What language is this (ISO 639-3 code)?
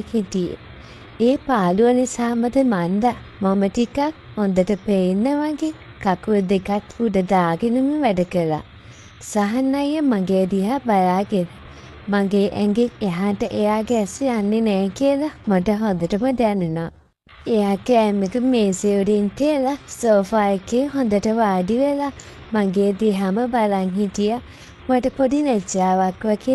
sin